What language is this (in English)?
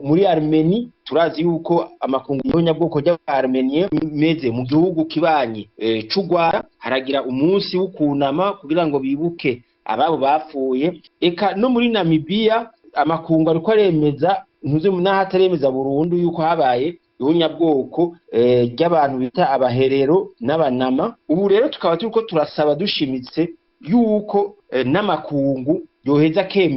Rundi